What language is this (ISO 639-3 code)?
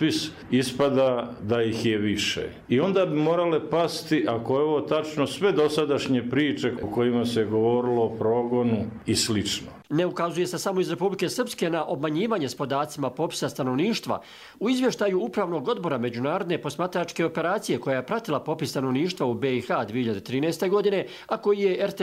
bos